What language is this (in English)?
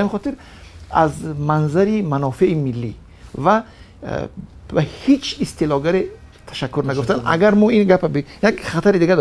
Tajik